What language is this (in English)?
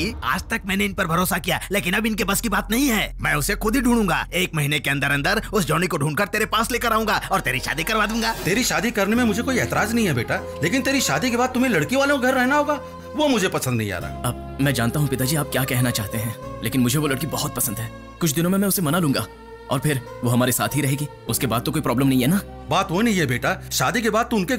Hindi